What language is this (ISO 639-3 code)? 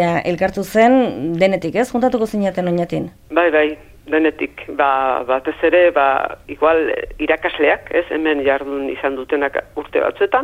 eus